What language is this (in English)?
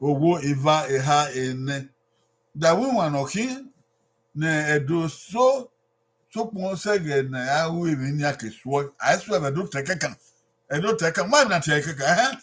Bini